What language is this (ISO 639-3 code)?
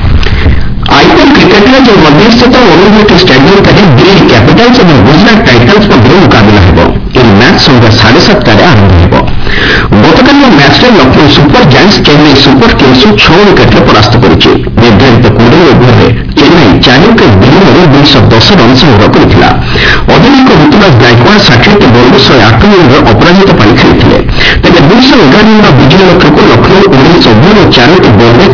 ori